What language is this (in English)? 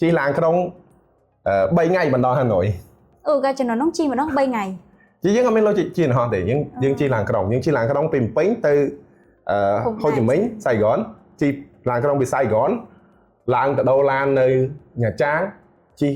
Khmer